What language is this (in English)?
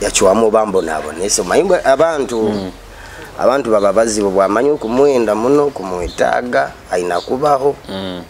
Nyoro